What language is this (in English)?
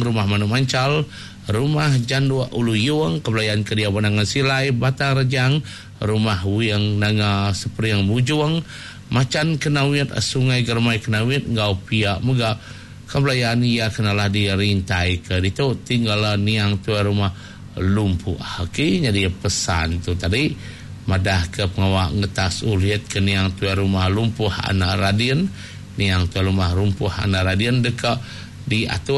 Iban